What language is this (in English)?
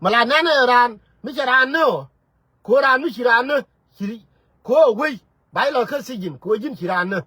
Nuer